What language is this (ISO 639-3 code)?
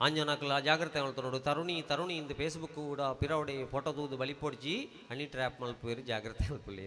tcy